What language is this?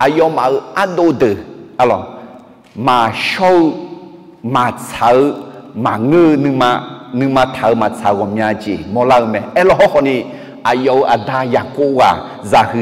Akha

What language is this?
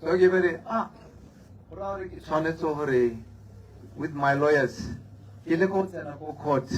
Tswana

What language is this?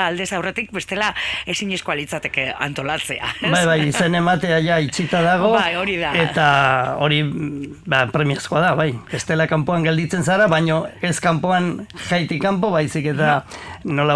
Basque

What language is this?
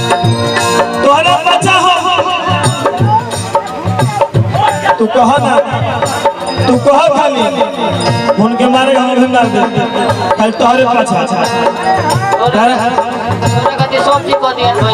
Bhojpuri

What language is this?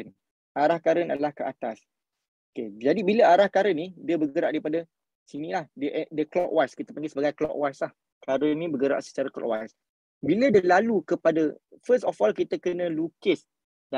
Malay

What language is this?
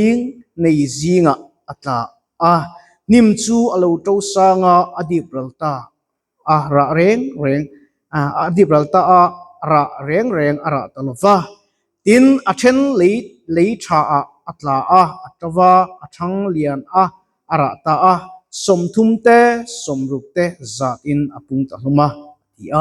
Mizo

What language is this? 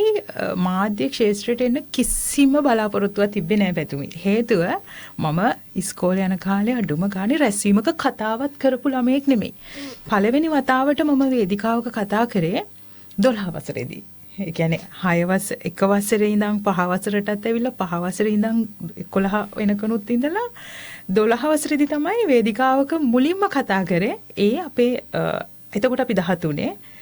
Sinhala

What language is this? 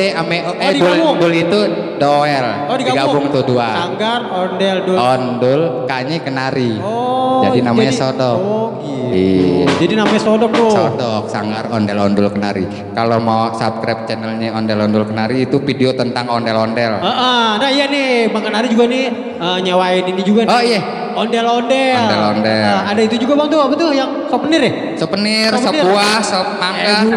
Betawi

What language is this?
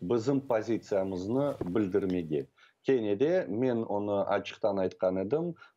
Crimean Tatar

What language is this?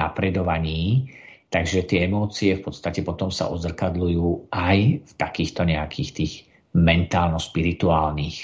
Slovak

